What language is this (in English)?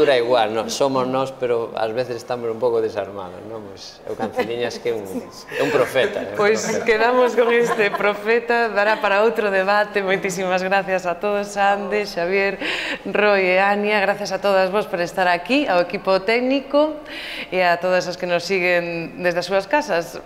Galician